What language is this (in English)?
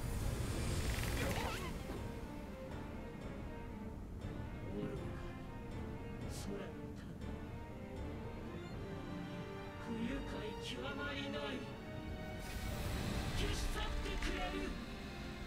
Japanese